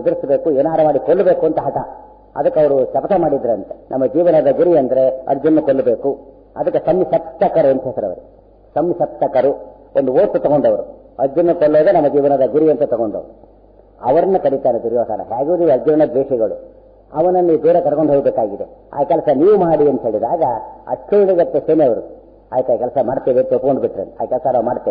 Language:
Kannada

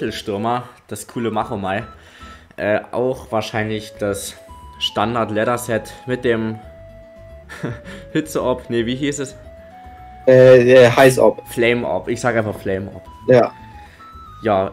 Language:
German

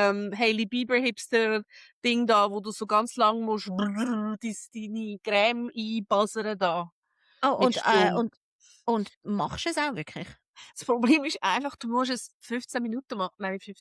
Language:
Swiss German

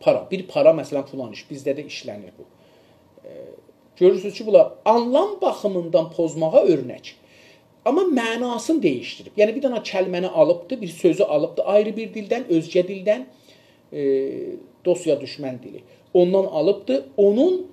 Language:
South Azerbaijani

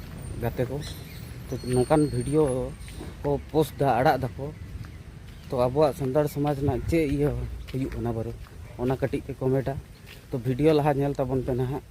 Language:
Santali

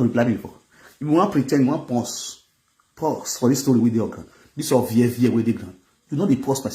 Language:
Nigerian Pidgin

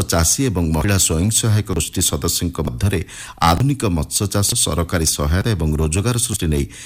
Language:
Odia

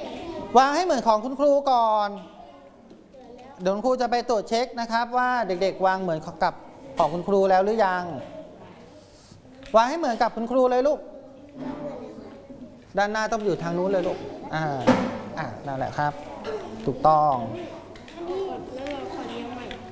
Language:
Thai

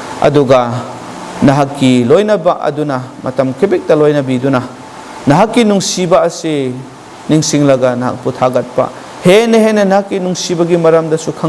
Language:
Manipuri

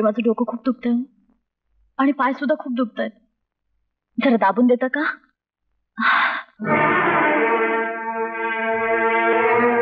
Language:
Marathi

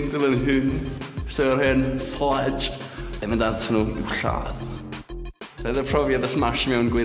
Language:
Welsh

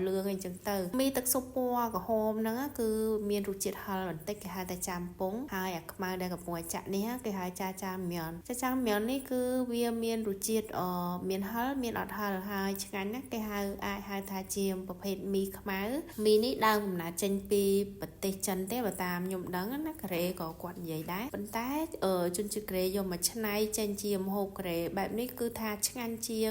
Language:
Khmer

